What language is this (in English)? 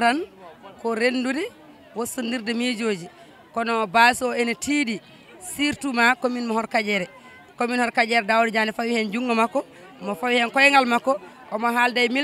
Fula